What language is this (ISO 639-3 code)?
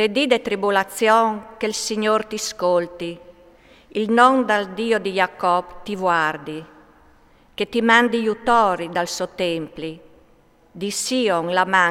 fur